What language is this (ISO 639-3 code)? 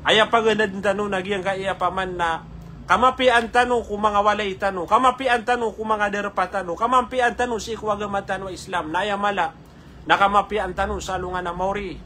mrw